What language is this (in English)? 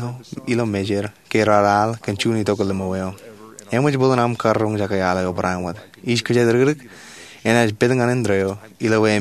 Marshallese